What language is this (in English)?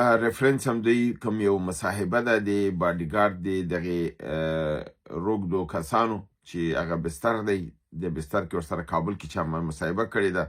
Pashto